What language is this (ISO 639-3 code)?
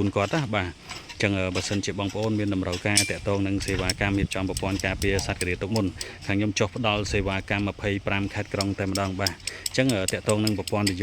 khm